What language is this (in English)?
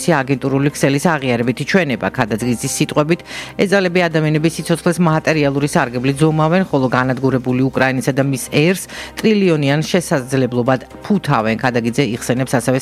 Georgian